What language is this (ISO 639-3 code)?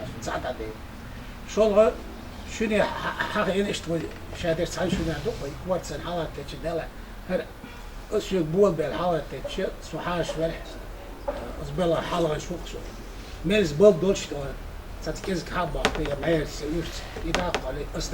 che